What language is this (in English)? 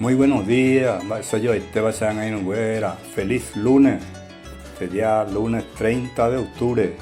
Guarani